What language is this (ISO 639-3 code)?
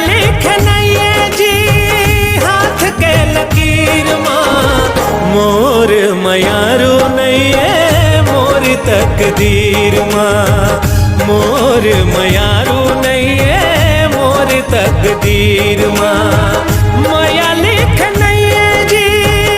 hne